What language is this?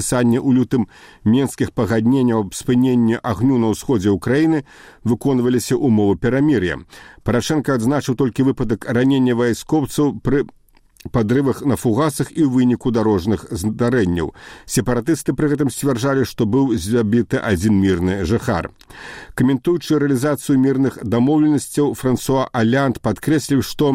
Belarusian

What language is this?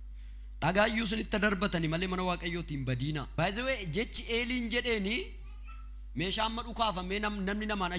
Oromo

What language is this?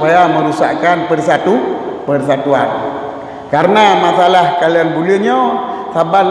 Achinese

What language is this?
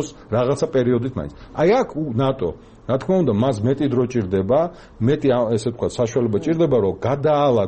Georgian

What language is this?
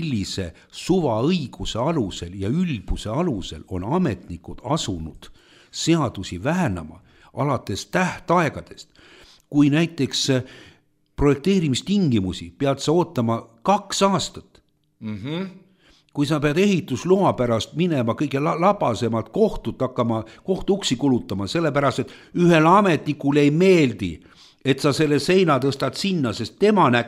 Estonian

